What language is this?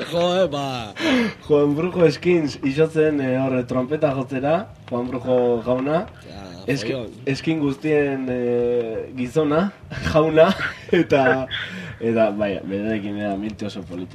Basque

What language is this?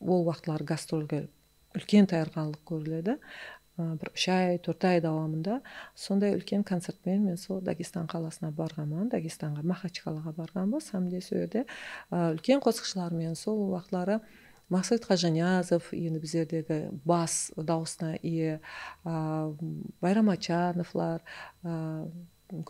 Kara-Kalpak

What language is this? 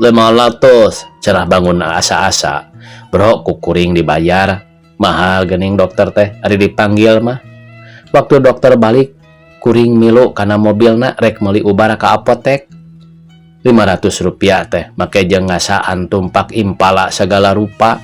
Sundanese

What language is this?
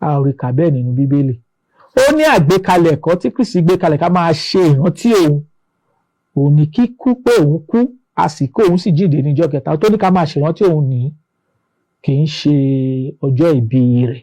Yoruba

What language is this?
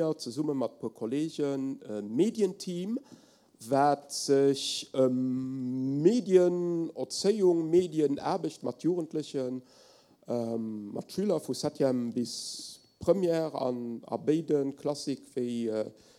Luxembourgish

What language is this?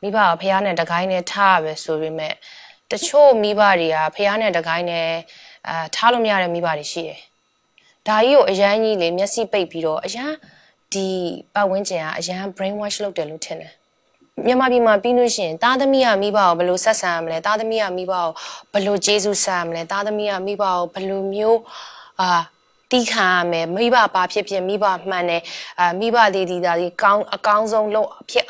Burmese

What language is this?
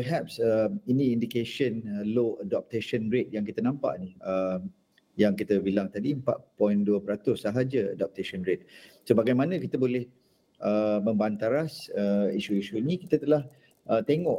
Malay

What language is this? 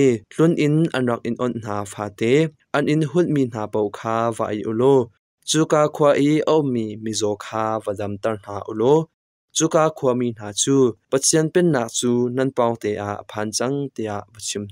Hakha Chin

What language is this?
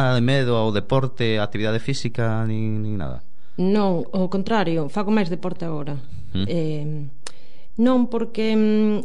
Galician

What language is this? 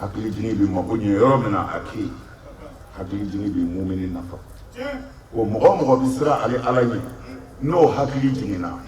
Bambara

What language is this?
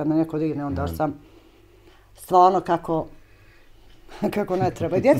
Bosnian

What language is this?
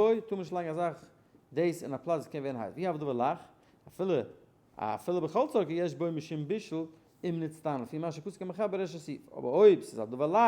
Yiddish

